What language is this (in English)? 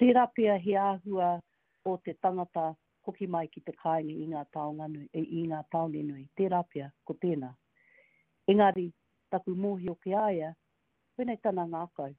Māori